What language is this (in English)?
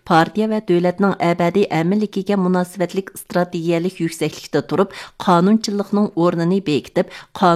Uyghur